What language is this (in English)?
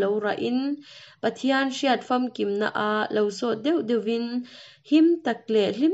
Hakha Chin